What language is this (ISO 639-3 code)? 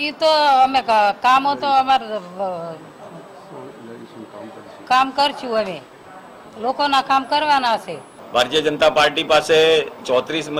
guj